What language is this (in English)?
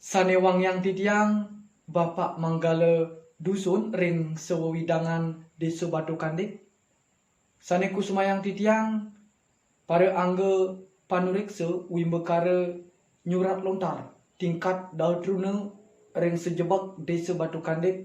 Balinese